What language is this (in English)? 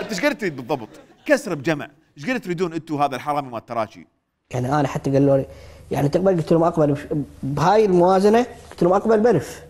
Mesopotamian Arabic